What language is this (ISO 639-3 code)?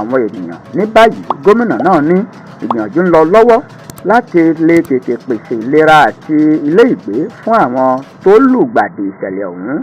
yor